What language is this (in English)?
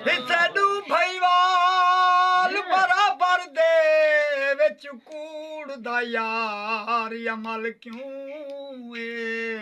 Saraiki